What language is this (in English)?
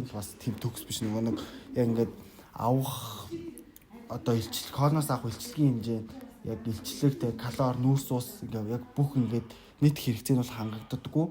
Mongolian